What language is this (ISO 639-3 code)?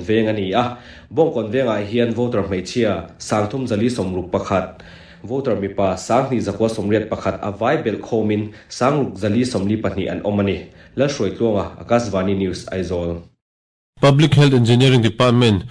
lus